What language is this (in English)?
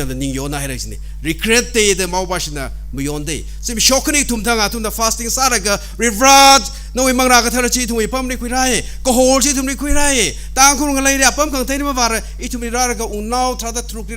Tangkhul Naga (India)